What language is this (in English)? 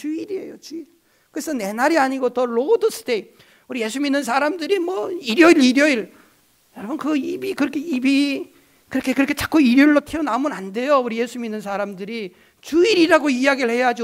Korean